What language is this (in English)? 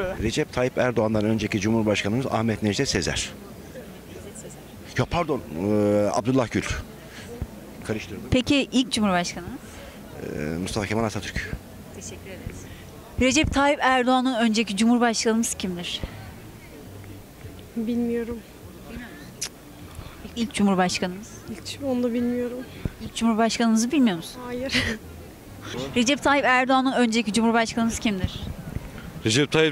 Turkish